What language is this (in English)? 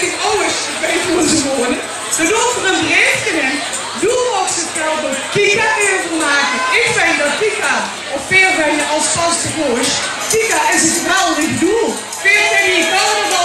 Limburgish